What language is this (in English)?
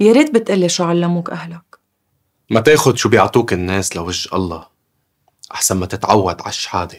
North Levantine Arabic